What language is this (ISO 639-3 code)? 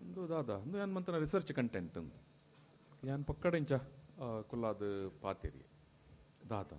tcy